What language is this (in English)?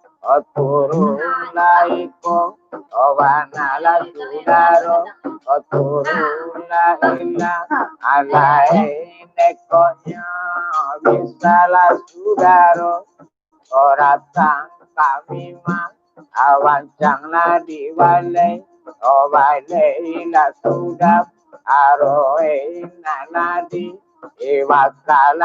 Minangkabau